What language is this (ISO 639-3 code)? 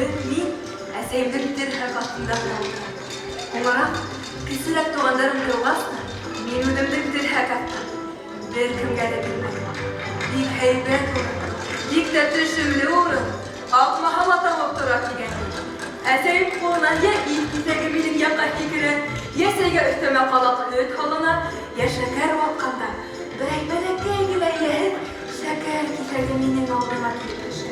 bak